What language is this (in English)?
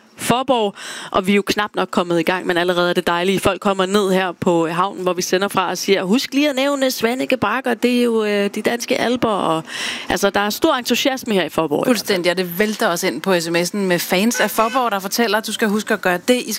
Danish